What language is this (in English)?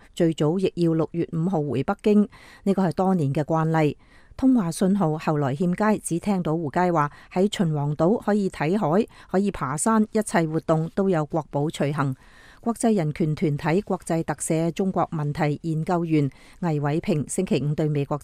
Cantonese